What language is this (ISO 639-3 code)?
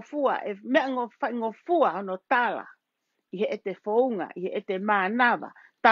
ton